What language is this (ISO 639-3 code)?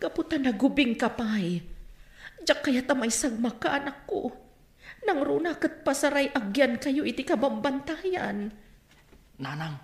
ilo